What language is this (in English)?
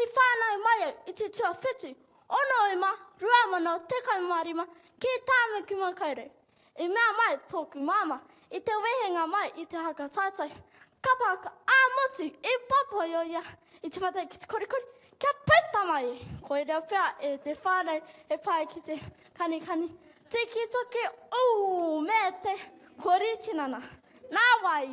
Māori